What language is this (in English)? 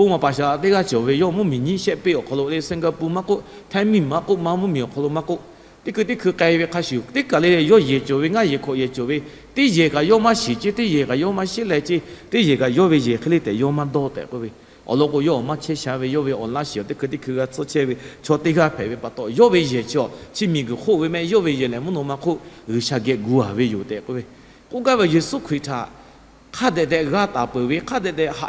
Lahu